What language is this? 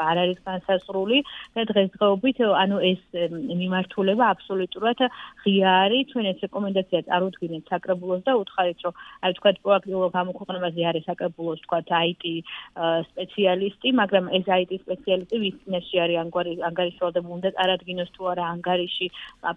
Georgian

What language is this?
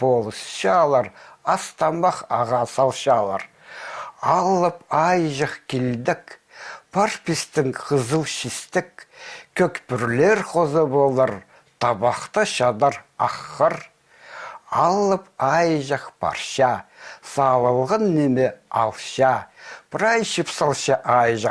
Khakas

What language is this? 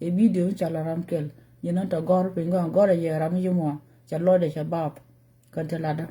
Nuer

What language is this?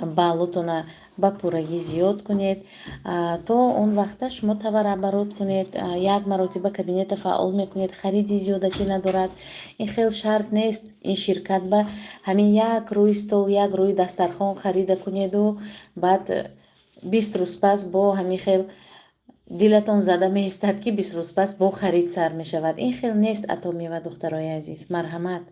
Tajik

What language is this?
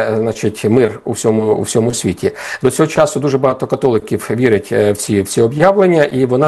Ukrainian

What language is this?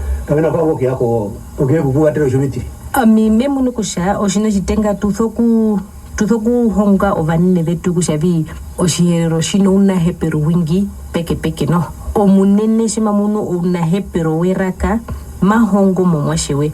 Herero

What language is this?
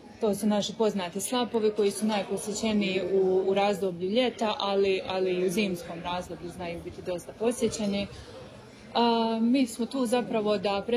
Croatian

